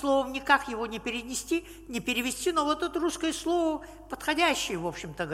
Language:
Russian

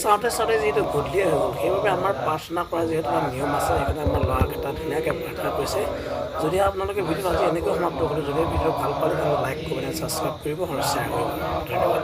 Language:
Assamese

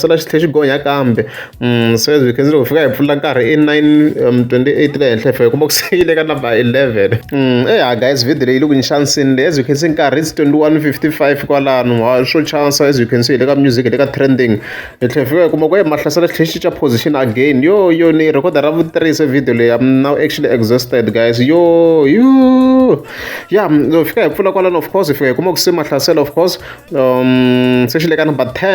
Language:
Tsonga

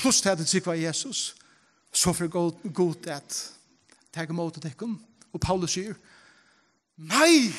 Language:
Faroese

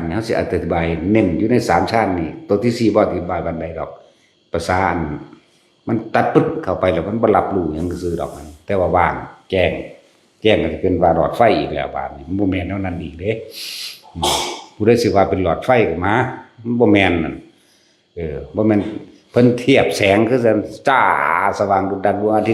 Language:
Northeastern Thai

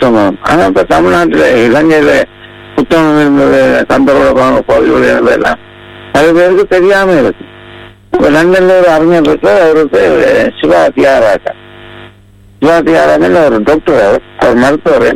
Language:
Tamil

